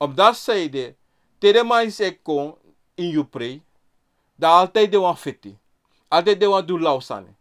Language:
Sranan Tongo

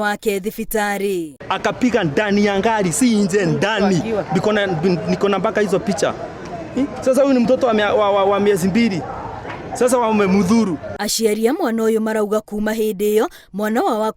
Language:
Kikuyu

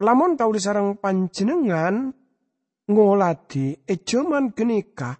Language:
Madurese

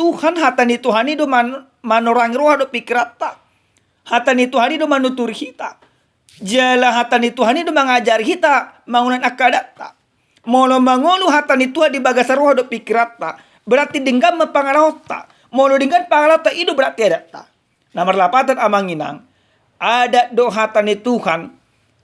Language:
Batak Toba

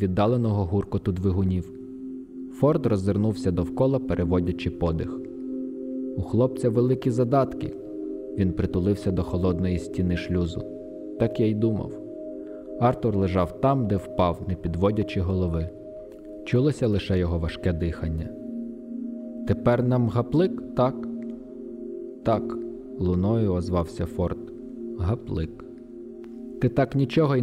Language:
Ukrainian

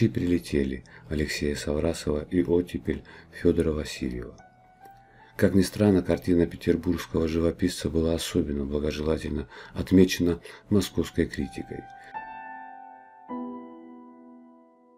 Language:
Russian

